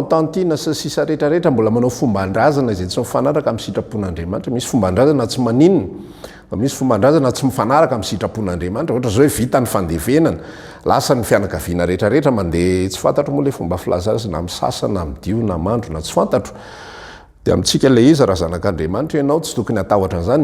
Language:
Malagasy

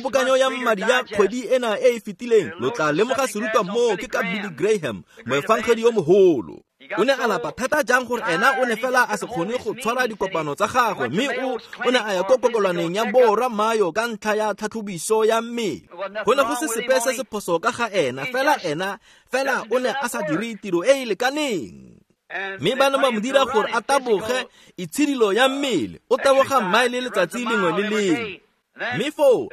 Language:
Tswana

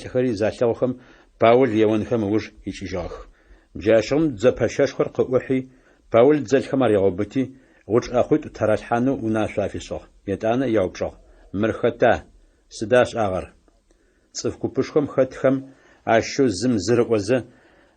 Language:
Adyghe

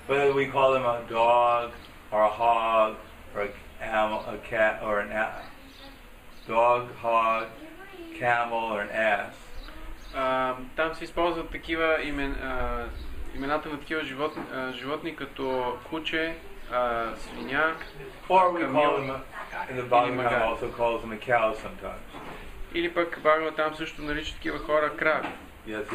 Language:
Bulgarian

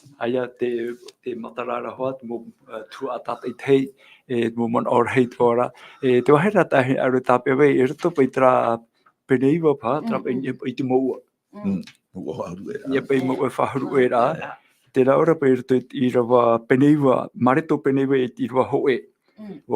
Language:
Tahitian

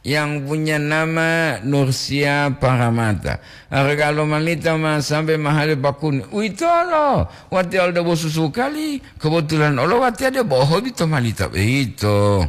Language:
Gorontalo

